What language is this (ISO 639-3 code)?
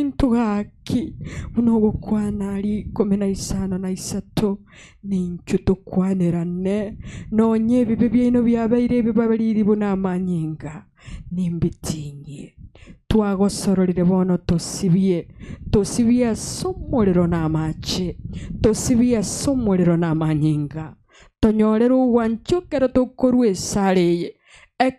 guz